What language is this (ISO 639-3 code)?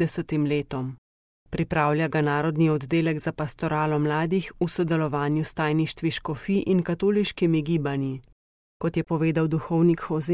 slv